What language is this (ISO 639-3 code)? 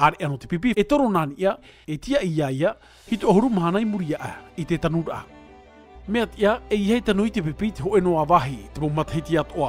tah